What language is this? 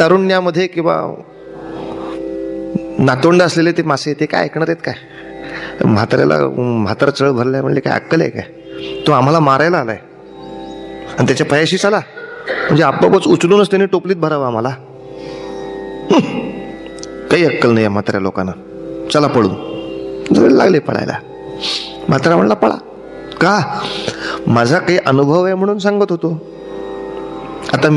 Marathi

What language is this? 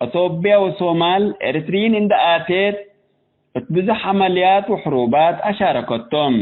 Tigre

